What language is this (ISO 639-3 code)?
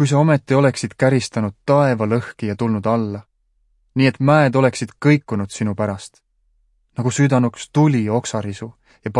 est